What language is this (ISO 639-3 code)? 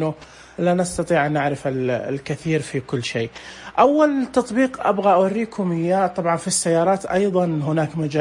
ars